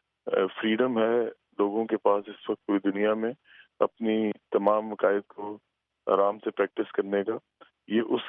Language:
Urdu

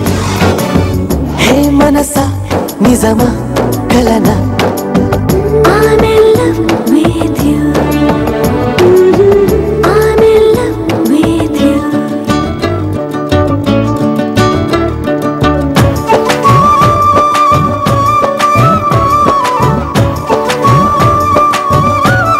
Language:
Telugu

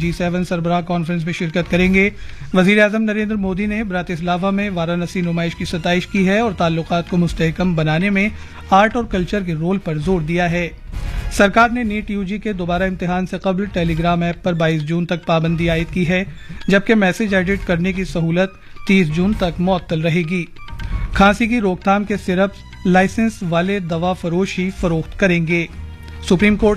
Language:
Urdu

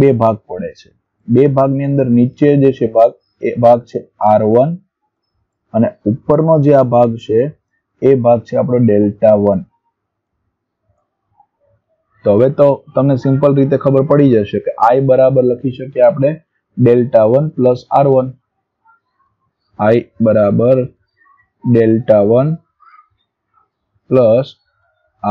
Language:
Gujarati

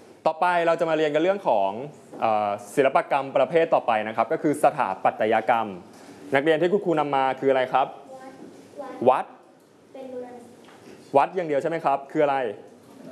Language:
Thai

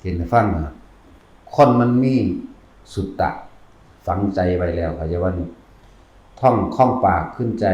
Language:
Northeastern Thai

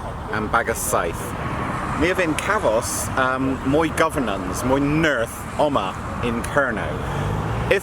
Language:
Cornish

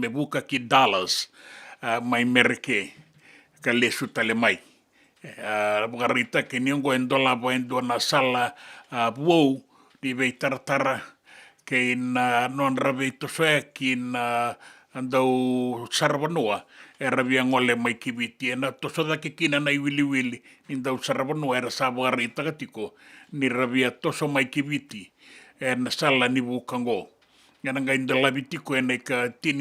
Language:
Fijian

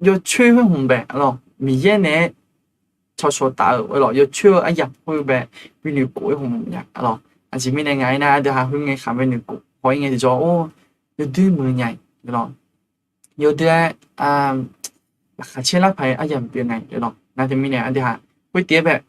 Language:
Akha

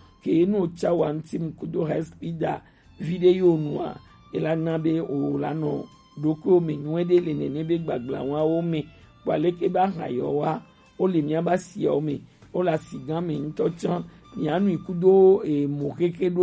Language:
Gen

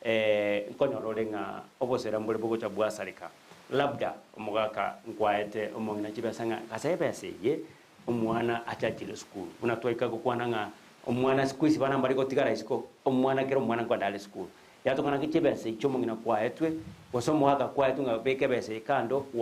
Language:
Gusii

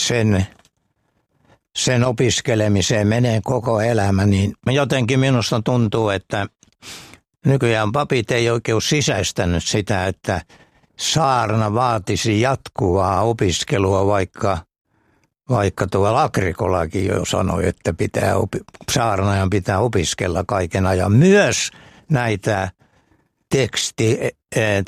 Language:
Finnish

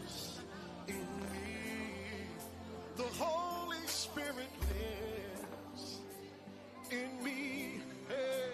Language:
Tongan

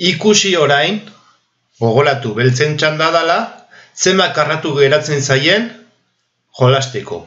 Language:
Basque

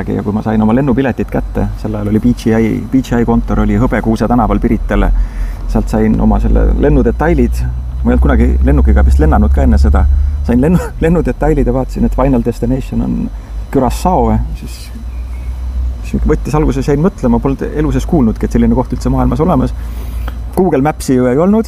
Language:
Estonian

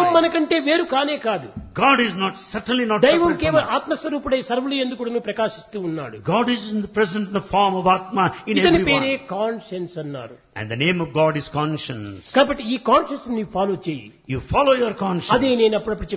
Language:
Telugu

